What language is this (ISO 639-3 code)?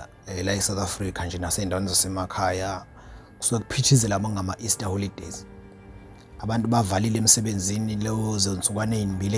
zul